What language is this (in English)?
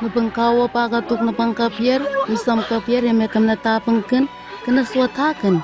Southwest Tanna